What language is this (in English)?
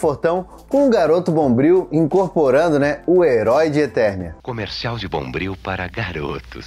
Portuguese